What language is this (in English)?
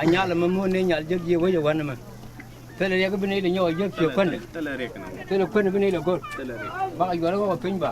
Nuer